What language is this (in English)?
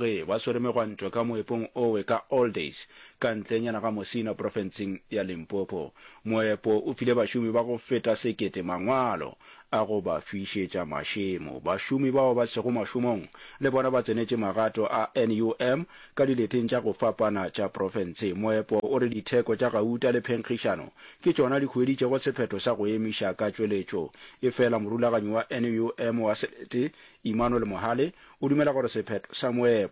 Northern Sotho